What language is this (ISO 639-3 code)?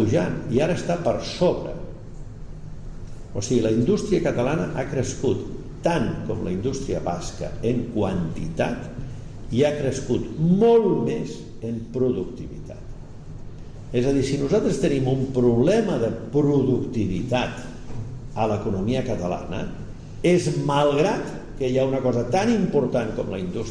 cat